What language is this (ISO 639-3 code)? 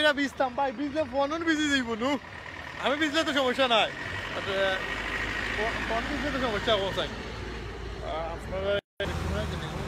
syl